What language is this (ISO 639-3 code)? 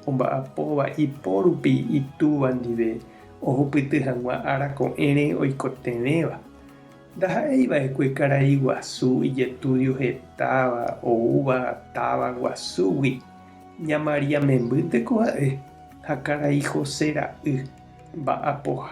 grn